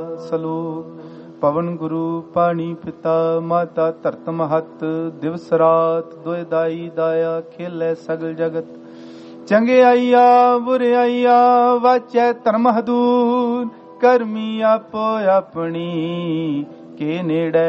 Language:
Punjabi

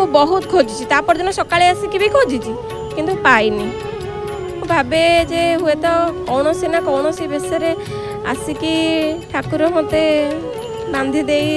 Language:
Odia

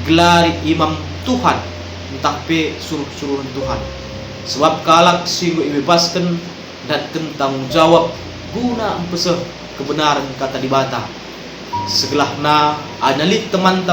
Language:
Batak Karo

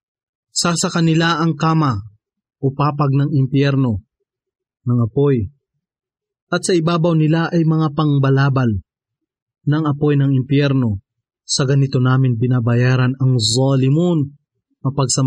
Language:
Filipino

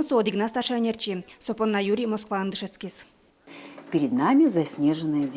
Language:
Udmurt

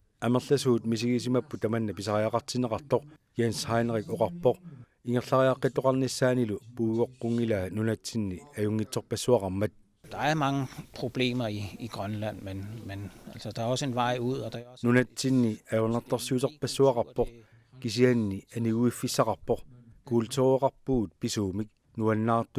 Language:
Kalaallisut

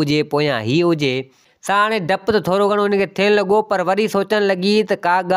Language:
Sindhi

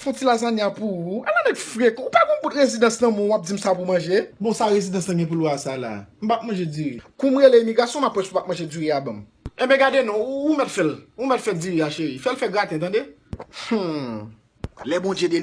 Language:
Haitian Creole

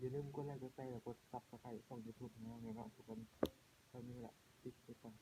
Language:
Lao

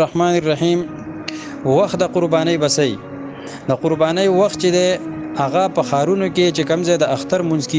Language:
Pashto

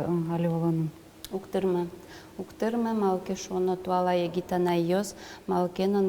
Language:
Udmurt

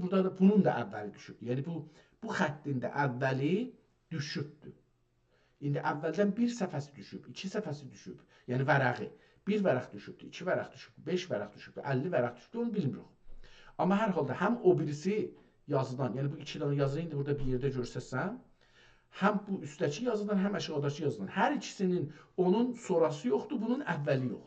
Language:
South Azerbaijani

